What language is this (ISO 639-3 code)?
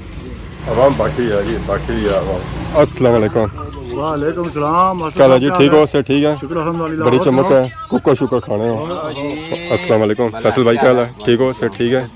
phr